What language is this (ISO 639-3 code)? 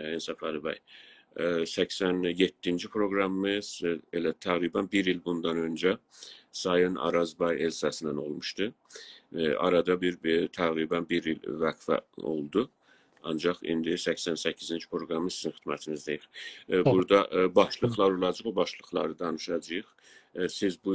azb